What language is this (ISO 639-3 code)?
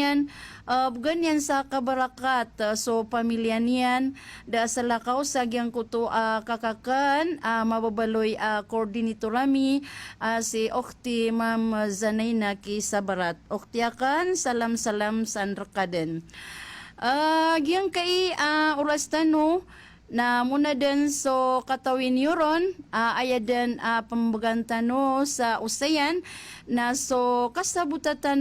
mrw